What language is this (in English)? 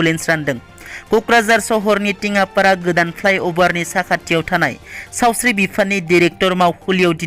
Bodo